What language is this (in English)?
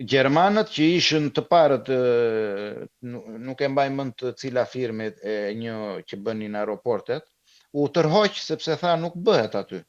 Albanian